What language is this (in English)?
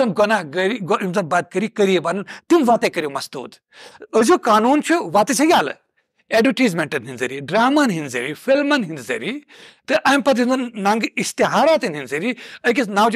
Kashmiri